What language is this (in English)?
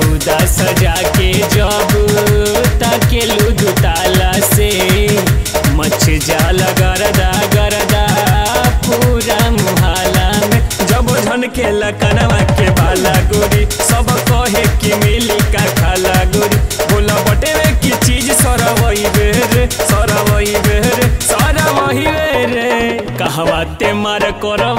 Bhojpuri